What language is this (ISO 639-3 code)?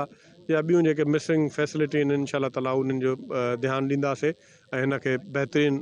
snd